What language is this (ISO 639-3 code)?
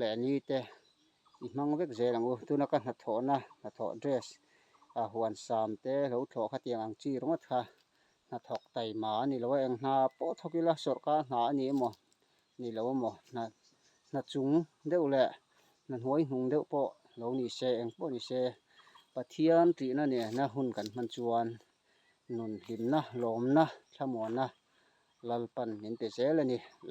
lus